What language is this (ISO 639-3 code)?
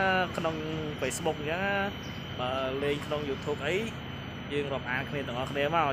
khm